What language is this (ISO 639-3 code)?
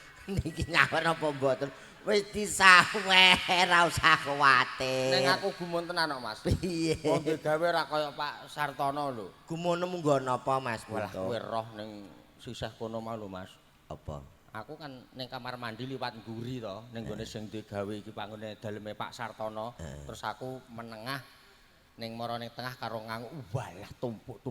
jav